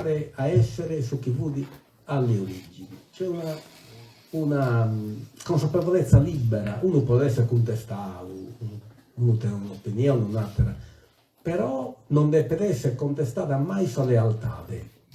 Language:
Sardinian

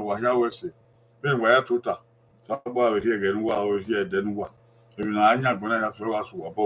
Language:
Bini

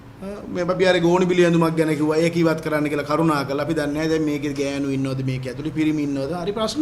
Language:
Sinhala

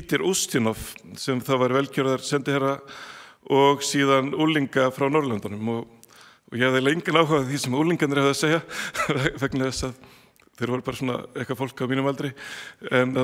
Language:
Icelandic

